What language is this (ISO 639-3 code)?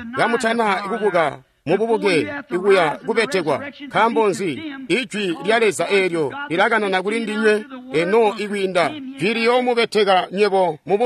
toi